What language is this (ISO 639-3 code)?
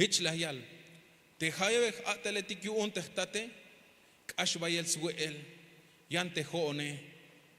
tzh